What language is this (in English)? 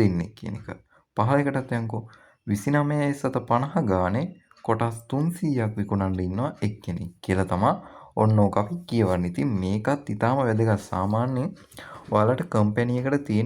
Sinhala